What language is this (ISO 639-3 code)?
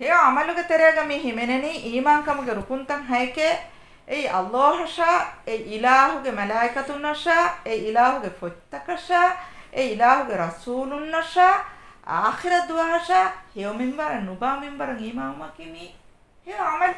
div